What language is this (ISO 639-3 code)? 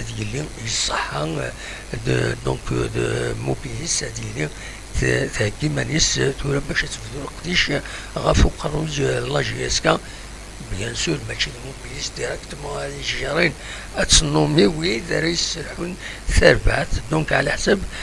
kab